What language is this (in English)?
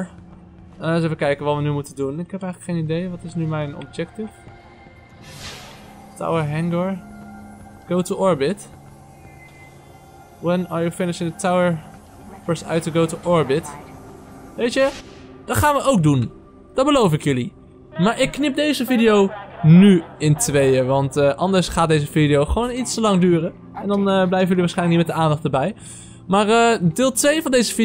Dutch